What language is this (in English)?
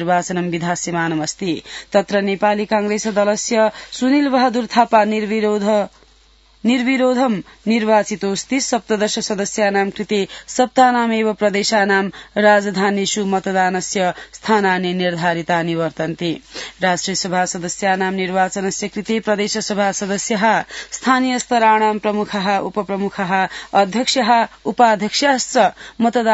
Sanskrit